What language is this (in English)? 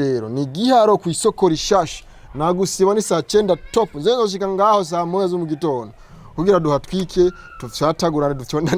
Rundi